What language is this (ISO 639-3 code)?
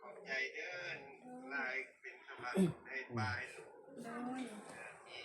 tts